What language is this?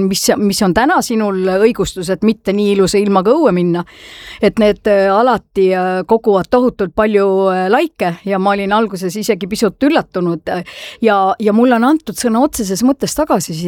Estonian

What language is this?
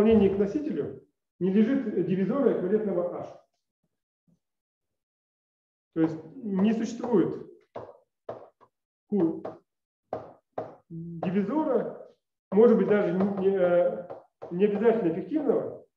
Russian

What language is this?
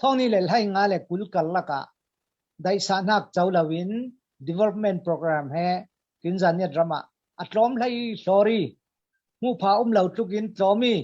Falam Chin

